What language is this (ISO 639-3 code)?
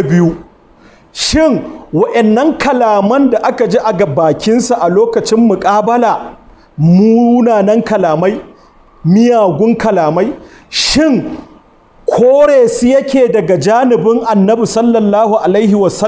hau